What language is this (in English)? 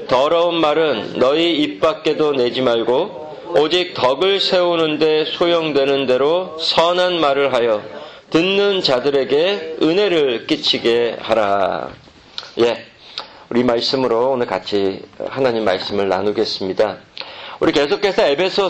Korean